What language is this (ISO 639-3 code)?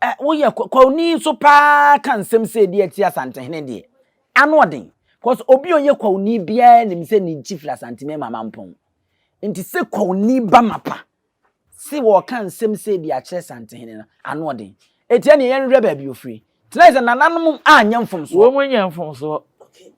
aka